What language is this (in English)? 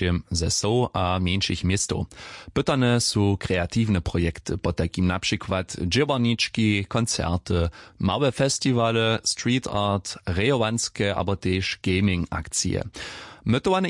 Upper Sorbian